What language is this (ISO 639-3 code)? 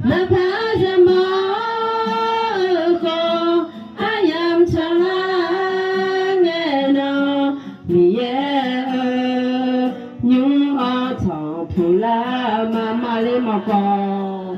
ahk